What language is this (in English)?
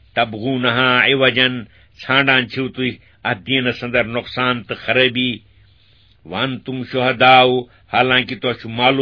Kashmiri